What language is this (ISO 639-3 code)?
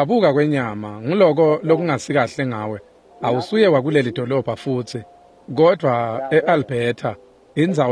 ssw